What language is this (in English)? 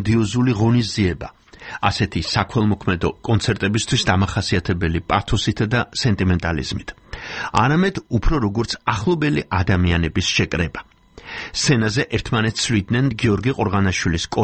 Georgian